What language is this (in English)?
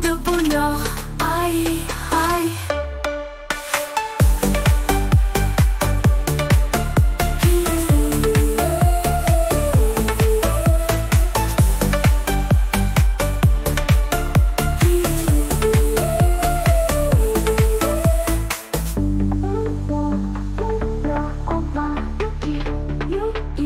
French